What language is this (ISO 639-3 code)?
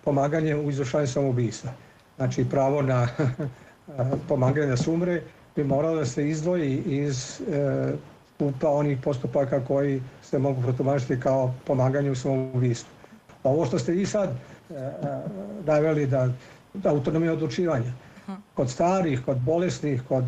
srp